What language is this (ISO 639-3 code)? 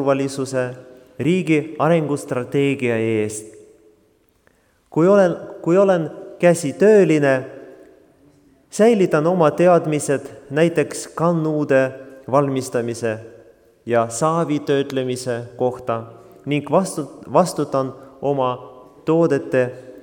est